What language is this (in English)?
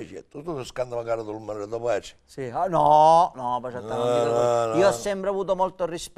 Sicilian